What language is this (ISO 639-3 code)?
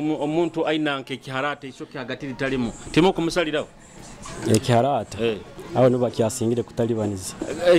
nyo